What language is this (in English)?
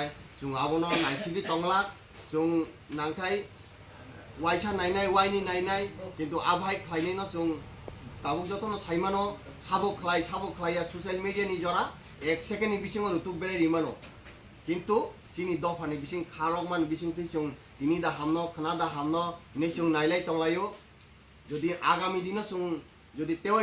Kok Borok